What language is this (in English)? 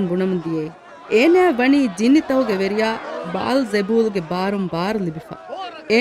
Divehi